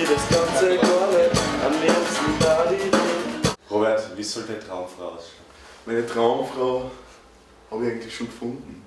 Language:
Bavarian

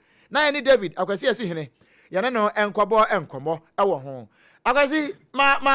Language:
Akan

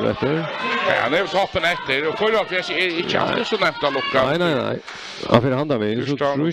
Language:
Faroese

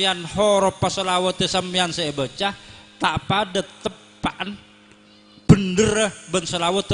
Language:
Madurese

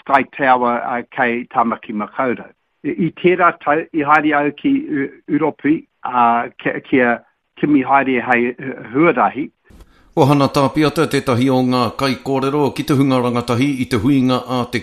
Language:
Māori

